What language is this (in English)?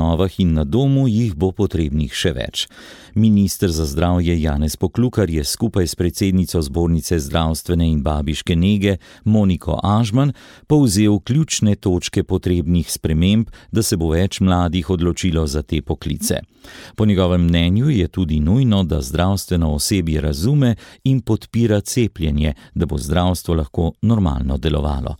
Slovenian